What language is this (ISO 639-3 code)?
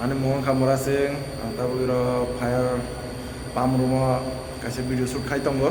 trp